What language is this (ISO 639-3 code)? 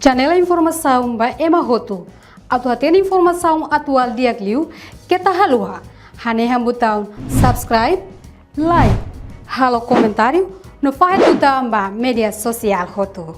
tet